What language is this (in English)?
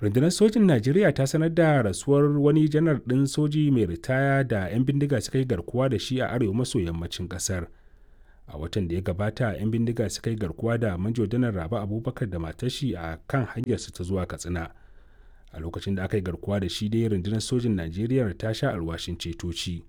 Hausa